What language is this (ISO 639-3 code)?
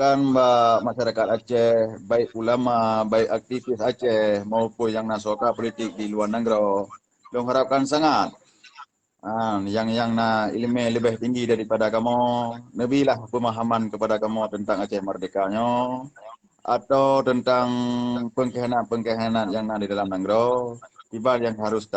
ace